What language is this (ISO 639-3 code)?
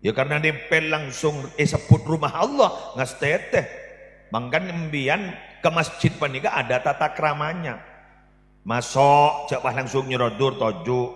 mad